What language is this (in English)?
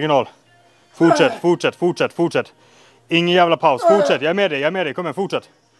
Swedish